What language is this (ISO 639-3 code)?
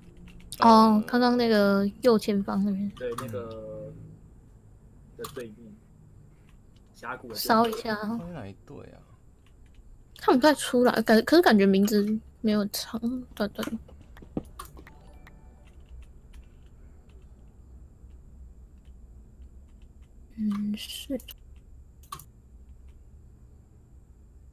zho